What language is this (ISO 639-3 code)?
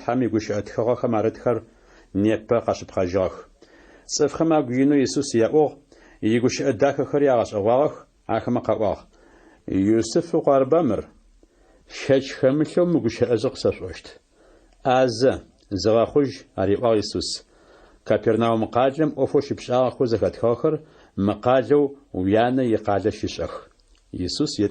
ady